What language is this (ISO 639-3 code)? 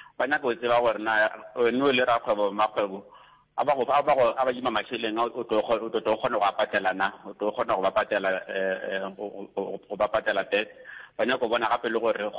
nso